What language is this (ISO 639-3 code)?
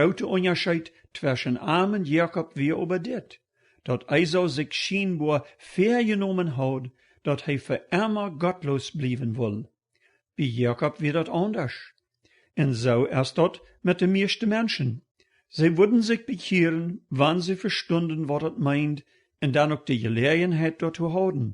pdt